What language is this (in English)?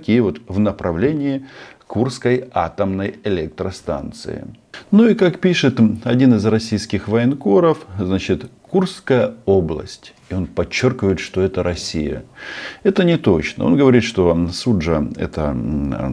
Russian